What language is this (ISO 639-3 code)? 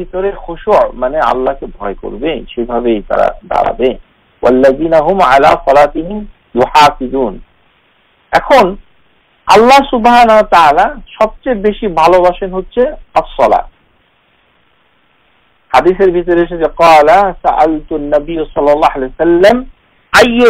ben